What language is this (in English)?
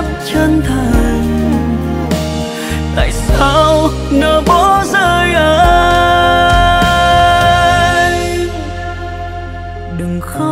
Vietnamese